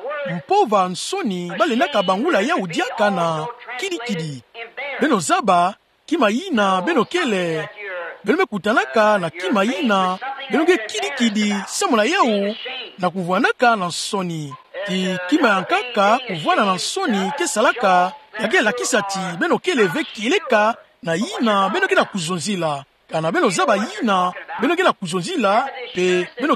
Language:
Kituba (Democratic Republic of Congo)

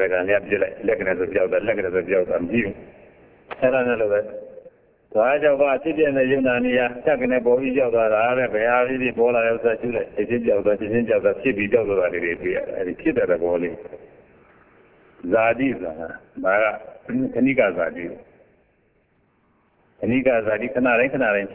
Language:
Burmese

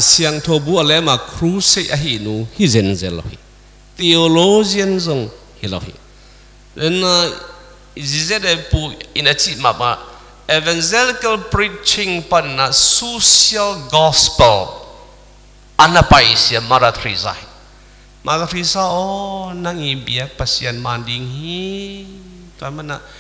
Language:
Tedim Chin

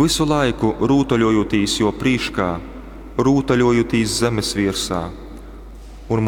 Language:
Latgalian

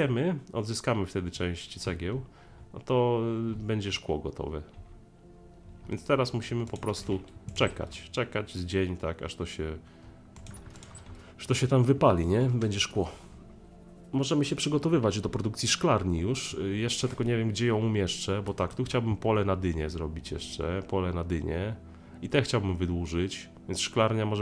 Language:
Polish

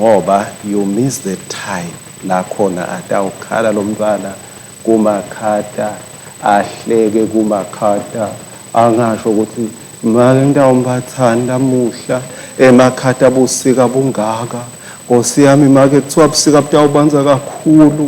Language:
Swati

